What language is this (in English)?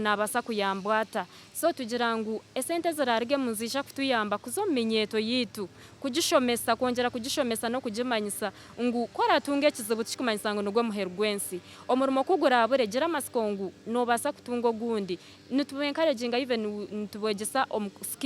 Nyankole